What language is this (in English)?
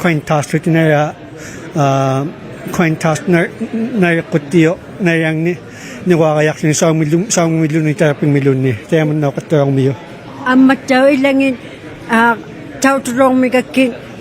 Inuktitut